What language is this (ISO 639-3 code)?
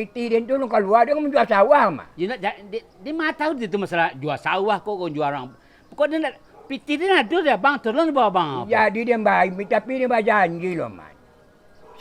min